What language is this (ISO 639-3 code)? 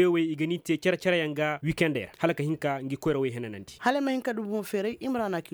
ses